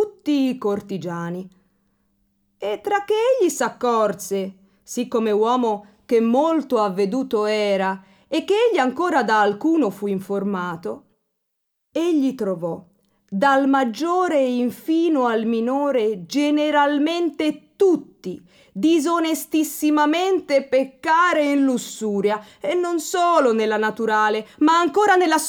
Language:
Italian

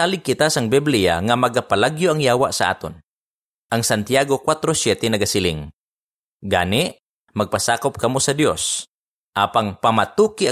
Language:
Hiligaynon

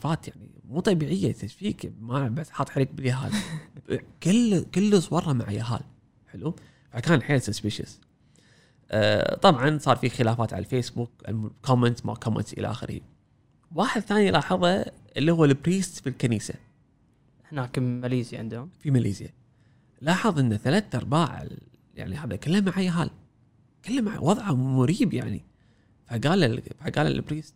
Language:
Gulf Arabic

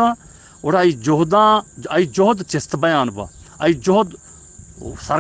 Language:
Eastern Balochi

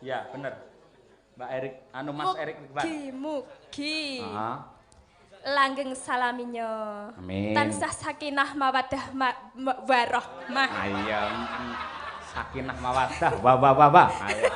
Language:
Javanese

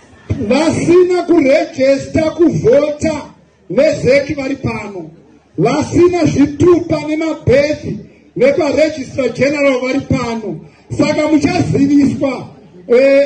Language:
Shona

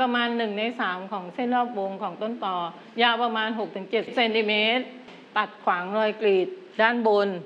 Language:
Thai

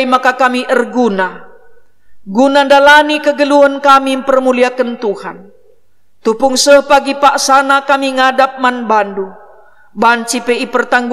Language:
Batak Karo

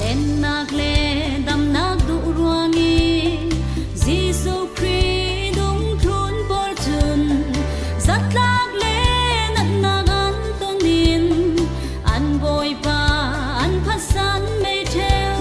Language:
Falam Chin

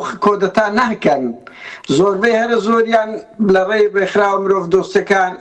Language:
Central Kurdish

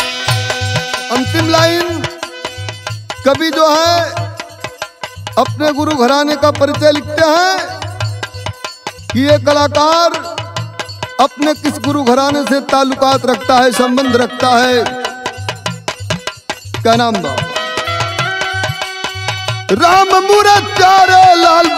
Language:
Bhojpuri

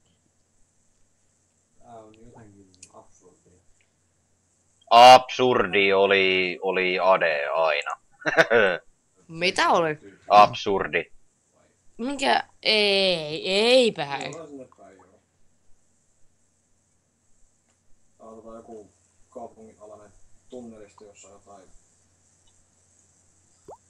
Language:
Finnish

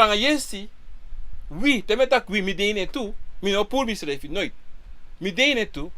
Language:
Sranan Tongo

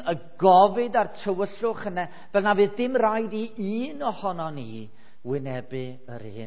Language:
Welsh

